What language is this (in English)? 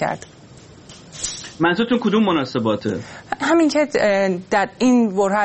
Persian